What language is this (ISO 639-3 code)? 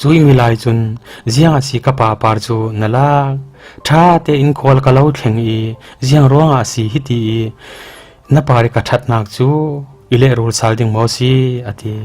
cfm